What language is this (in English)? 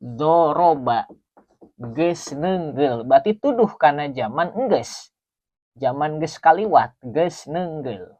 Sundanese